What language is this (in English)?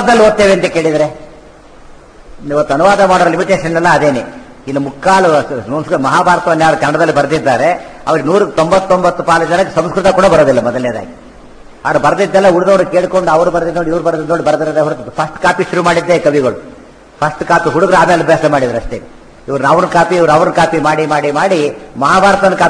Kannada